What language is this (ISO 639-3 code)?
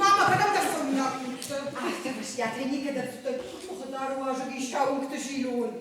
oss